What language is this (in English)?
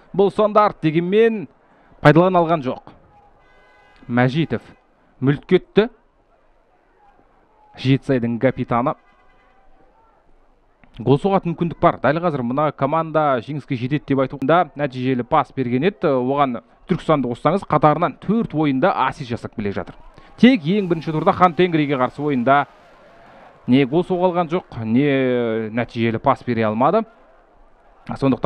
Kazakh